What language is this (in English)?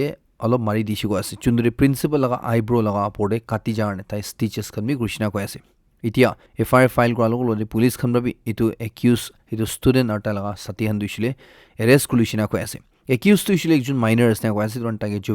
Naga Pidgin